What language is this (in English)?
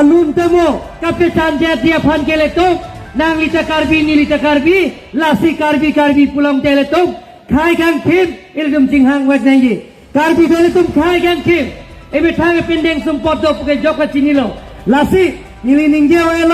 Karbi